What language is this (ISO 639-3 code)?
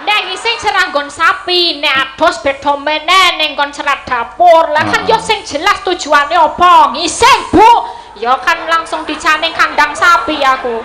jav